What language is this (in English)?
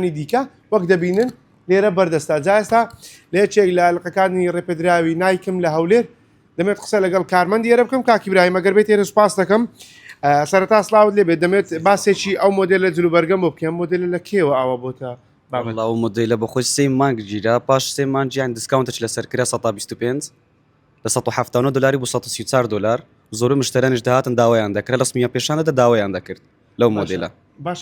Central Kurdish